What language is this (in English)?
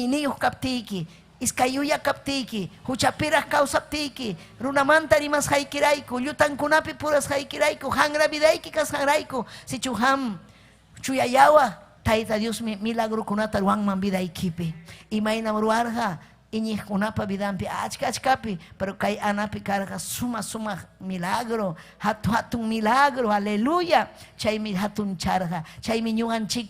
Ayacucho Quechua